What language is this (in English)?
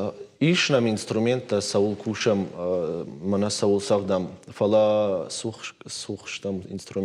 Ossetic